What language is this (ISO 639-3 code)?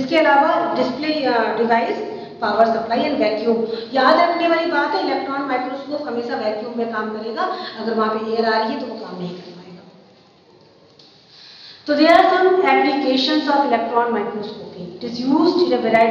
hin